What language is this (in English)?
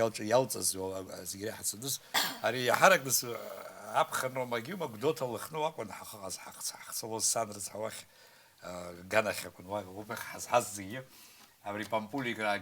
Abkhazian